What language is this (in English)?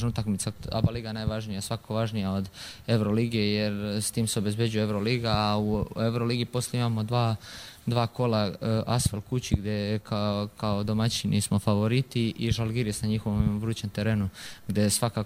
Croatian